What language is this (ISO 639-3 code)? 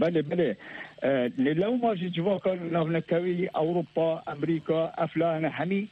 kur